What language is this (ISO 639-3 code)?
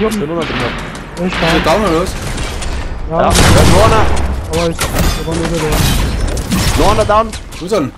bar